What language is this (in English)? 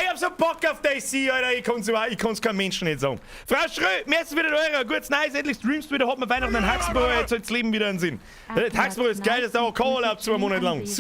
Bavarian